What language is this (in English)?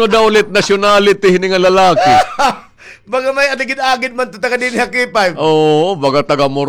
Waray